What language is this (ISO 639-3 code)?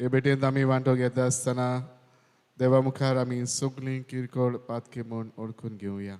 kok